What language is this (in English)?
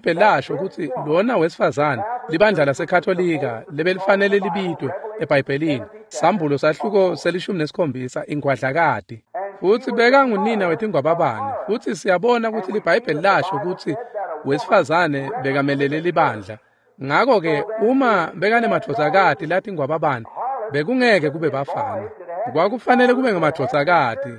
Swati